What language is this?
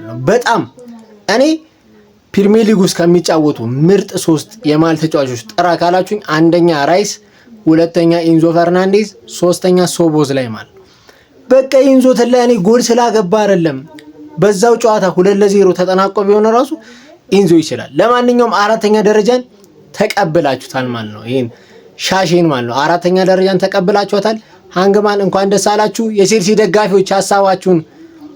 Amharic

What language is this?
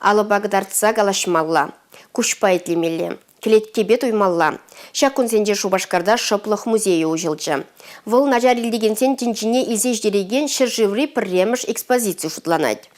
Chuvash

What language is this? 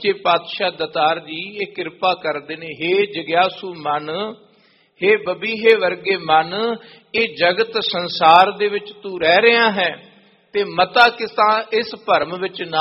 Punjabi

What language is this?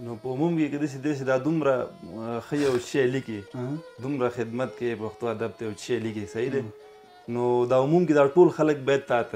Pashto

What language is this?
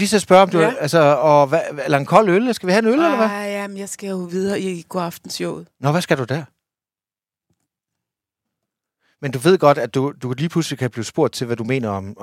Danish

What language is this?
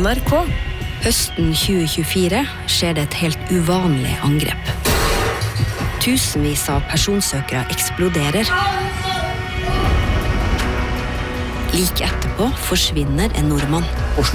Norwegian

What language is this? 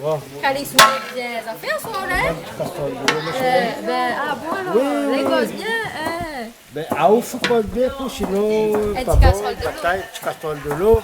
Réunion Creole French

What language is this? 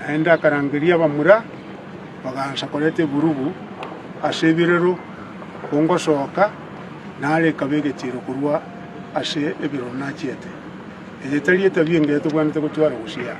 Gusii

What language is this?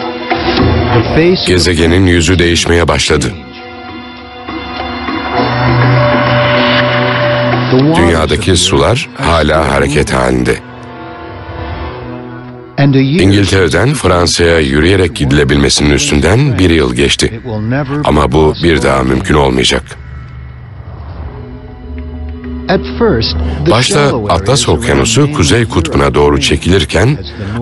Turkish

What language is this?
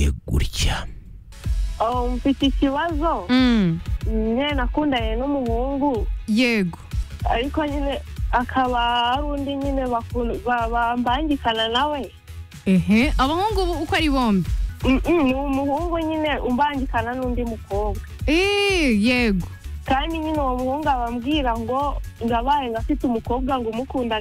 Kinyarwanda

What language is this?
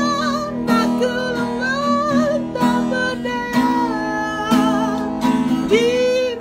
Malay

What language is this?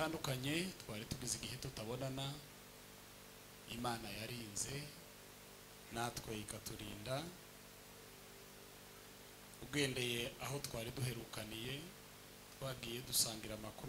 Kinyarwanda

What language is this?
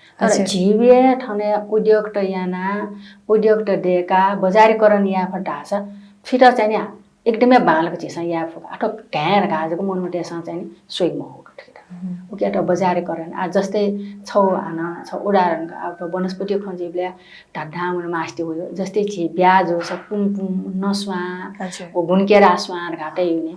Newari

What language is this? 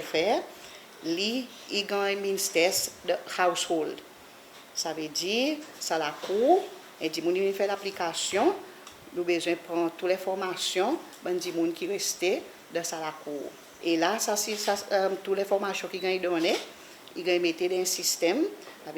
Seselwa Creole French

